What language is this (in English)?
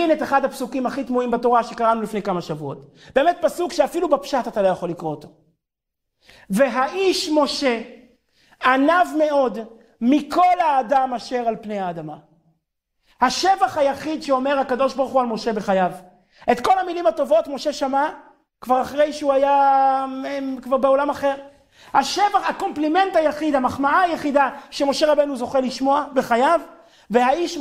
Hebrew